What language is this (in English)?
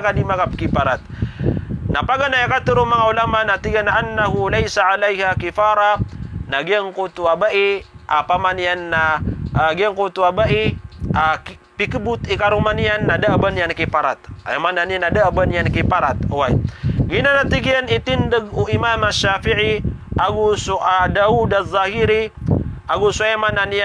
Maranao